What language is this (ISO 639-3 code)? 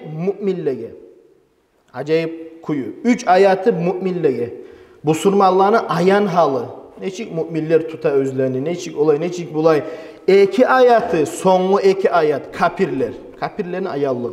kum